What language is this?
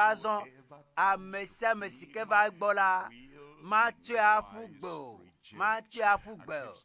Ewe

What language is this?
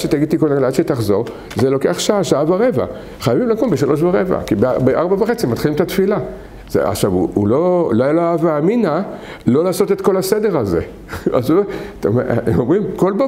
Hebrew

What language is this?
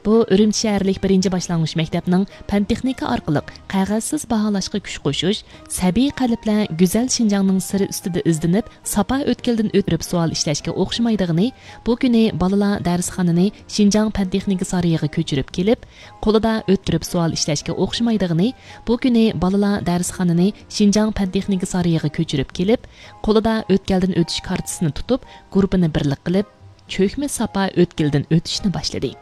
Uyghur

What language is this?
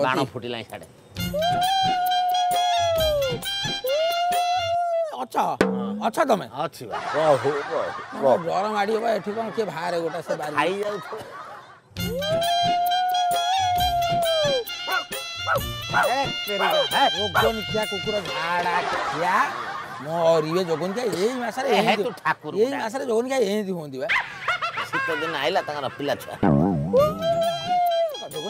Odia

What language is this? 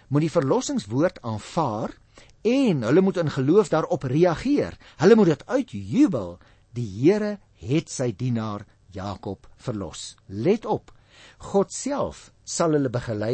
Afrikaans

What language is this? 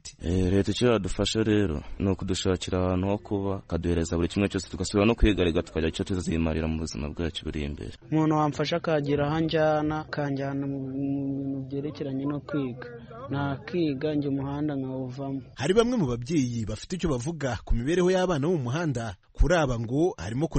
Kinyarwanda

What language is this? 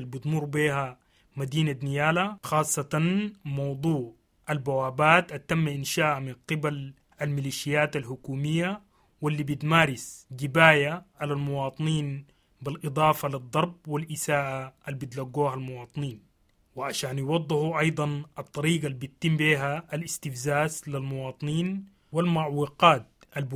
Sudanese Arabic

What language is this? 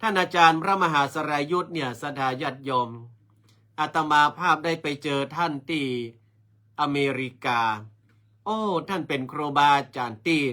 Northern Thai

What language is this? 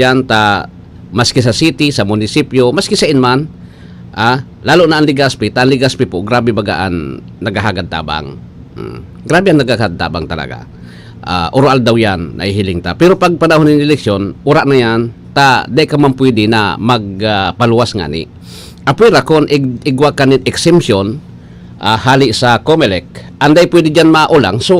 Bikol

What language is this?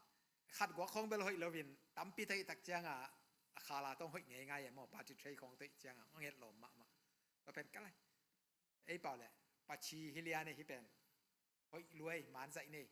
Tedim Chin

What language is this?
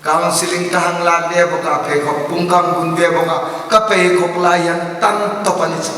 Hmar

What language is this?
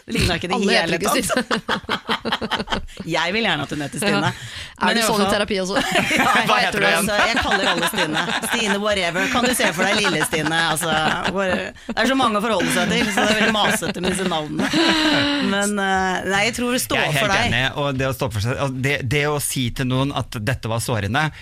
Norwegian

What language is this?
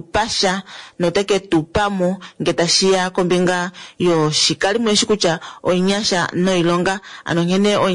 Kuanyama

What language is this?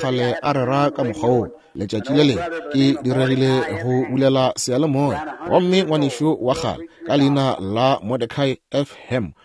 Northern Sotho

